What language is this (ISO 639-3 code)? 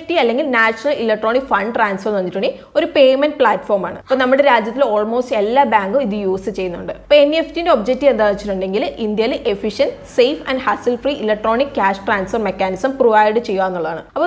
mal